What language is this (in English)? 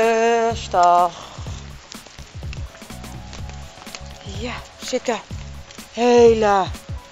Dutch